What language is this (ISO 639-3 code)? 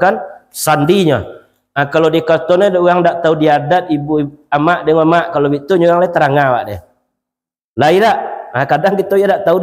min